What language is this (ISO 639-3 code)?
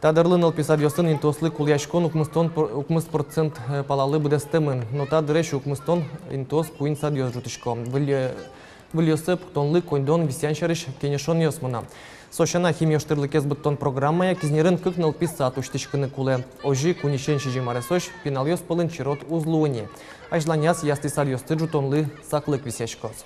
udm